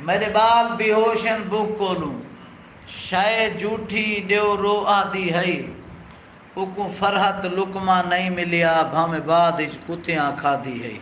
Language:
Saraiki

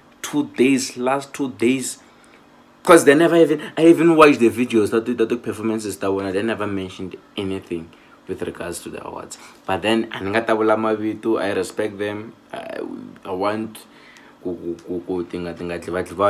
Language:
Tsonga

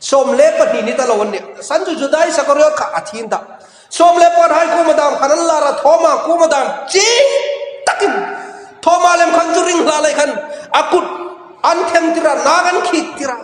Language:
Hmar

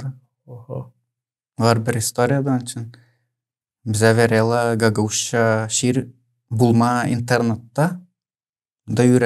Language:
Gagauz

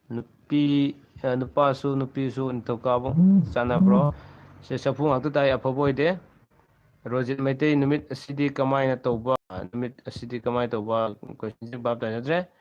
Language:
Manipuri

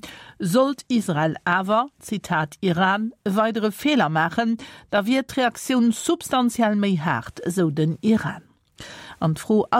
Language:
Luxembourgish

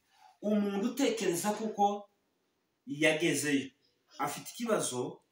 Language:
Kinyarwanda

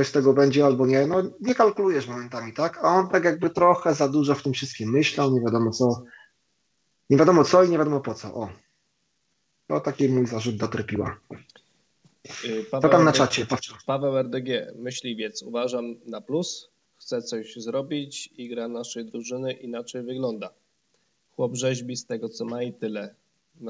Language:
Polish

